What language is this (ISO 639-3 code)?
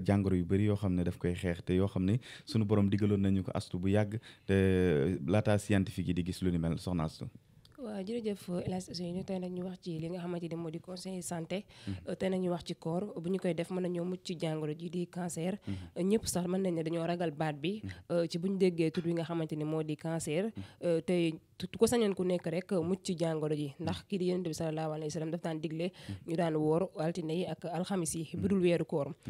wol